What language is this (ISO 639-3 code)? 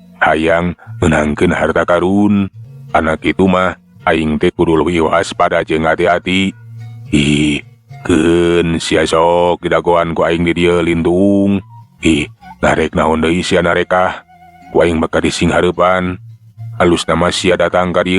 sun